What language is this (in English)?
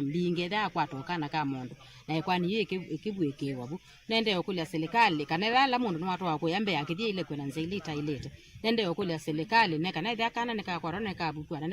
Kamba